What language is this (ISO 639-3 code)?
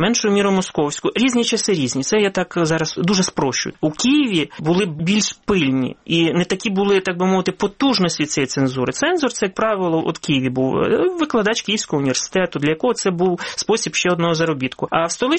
ukr